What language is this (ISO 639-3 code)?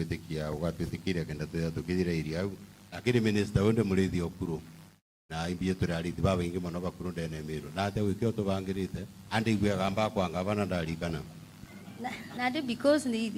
mer